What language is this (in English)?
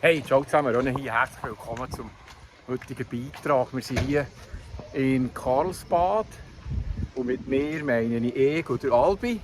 Swiss German